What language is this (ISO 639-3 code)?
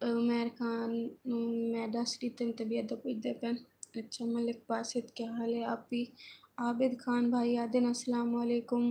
skr